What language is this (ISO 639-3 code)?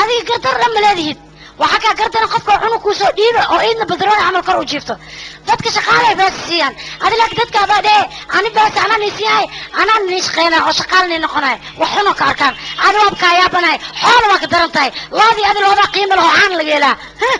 som